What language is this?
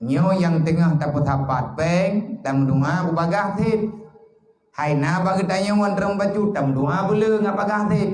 Achinese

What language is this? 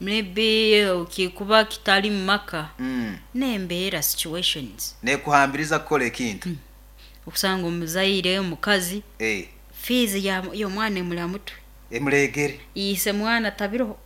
Nyankole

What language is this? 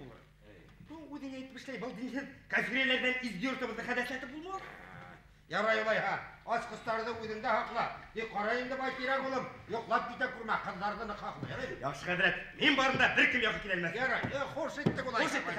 Bashkir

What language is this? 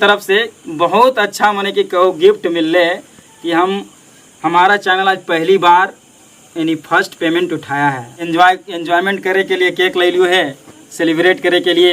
Magahi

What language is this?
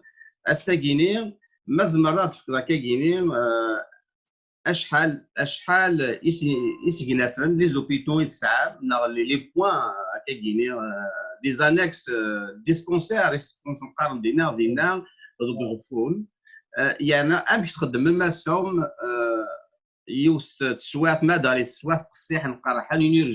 Kabyle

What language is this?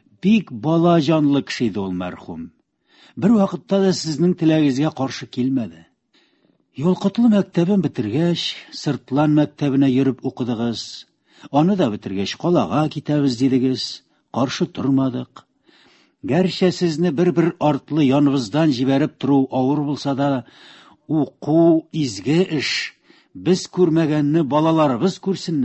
Tatar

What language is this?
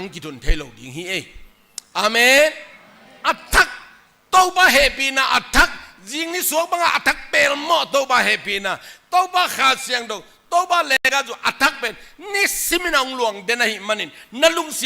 Tedim Chin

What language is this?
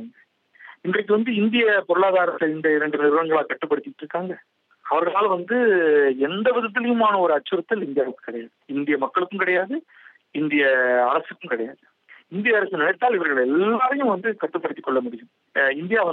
Tamil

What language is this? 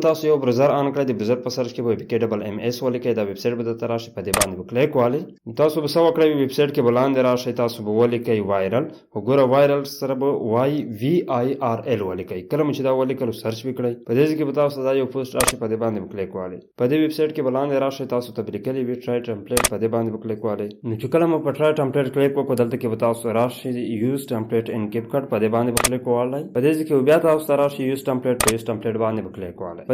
Pashto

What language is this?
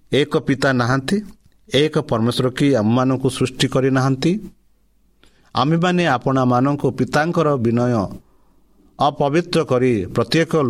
Odia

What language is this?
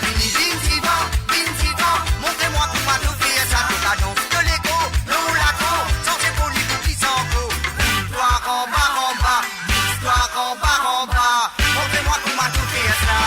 Morisyen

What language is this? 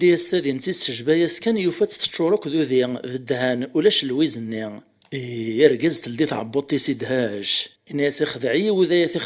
Kabyle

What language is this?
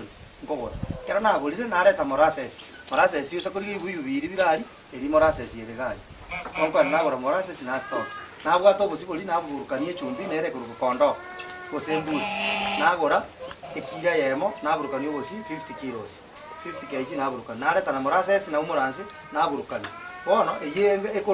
Gusii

